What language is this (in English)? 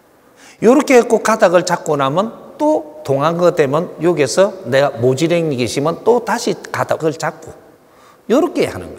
Korean